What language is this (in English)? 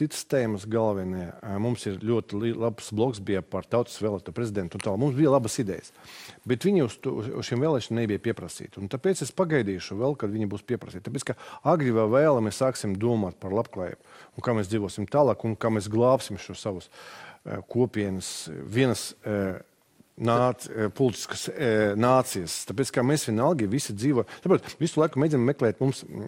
Latvian